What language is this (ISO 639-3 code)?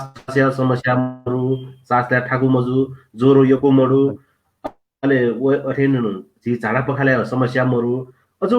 new